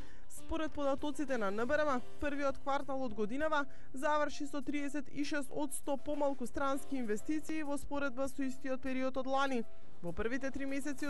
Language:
Macedonian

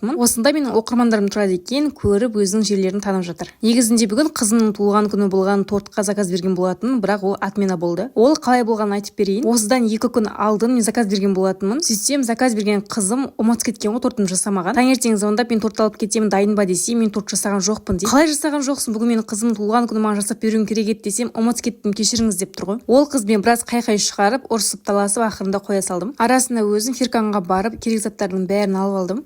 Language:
Kazakh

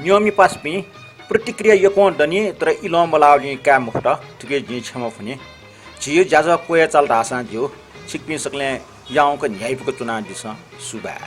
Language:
Newari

